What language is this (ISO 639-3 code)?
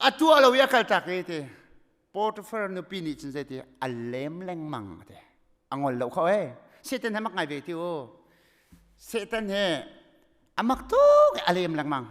cnh